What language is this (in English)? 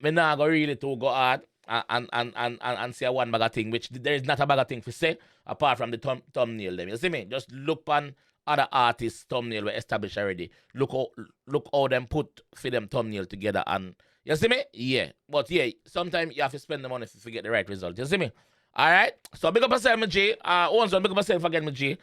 Jamaican Creole English